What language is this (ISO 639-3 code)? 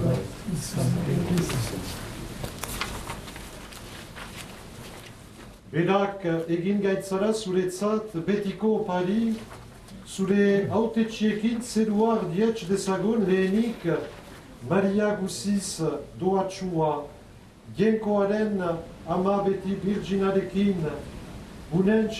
eus